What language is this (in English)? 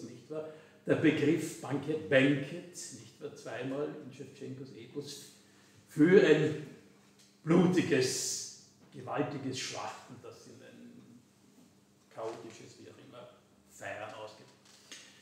German